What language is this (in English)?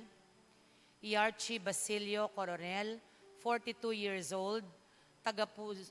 Pampanga